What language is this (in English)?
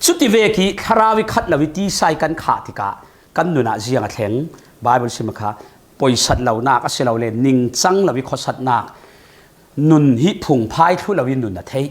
Falam Chin